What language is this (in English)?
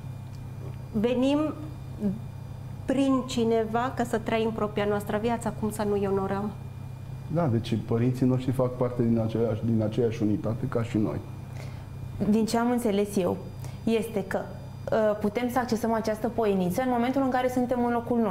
Romanian